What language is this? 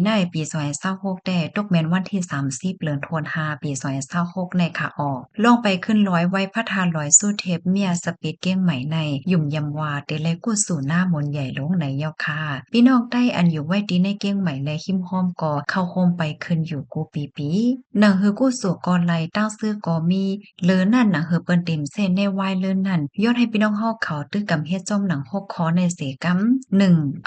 Shan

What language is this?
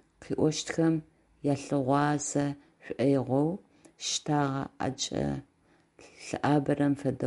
Adyghe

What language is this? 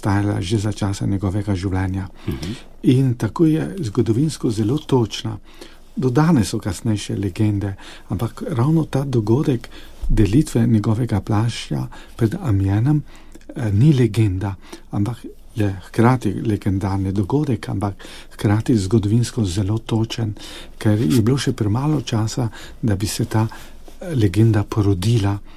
Slovenian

